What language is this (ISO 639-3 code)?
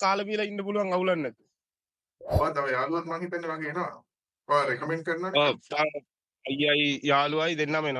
sin